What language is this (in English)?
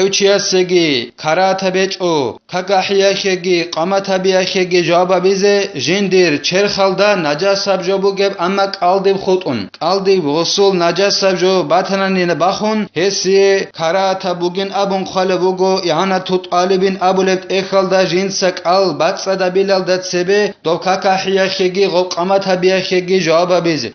Avaric